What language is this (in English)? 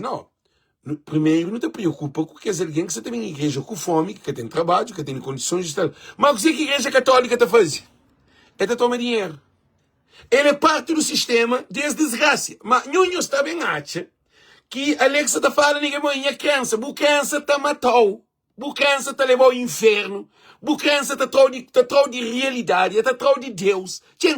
Kabuverdianu